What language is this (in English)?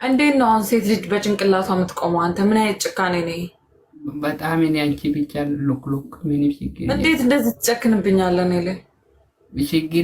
Amharic